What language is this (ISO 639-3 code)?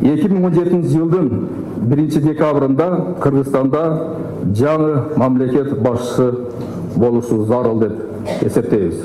kir